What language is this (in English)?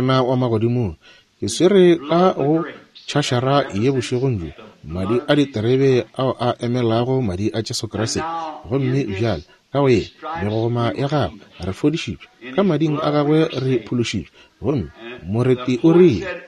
Northern Sotho